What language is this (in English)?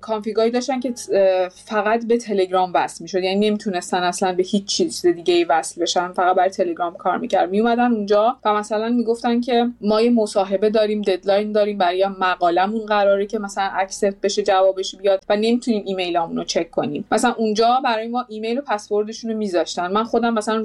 Persian